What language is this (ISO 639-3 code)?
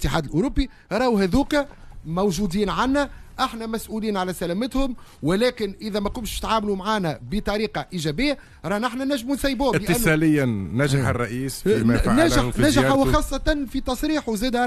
aeb